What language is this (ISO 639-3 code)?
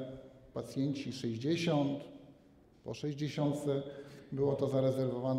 pol